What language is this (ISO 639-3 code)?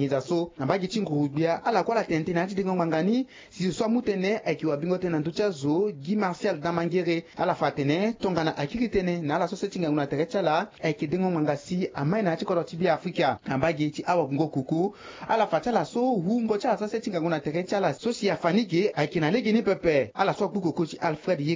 sag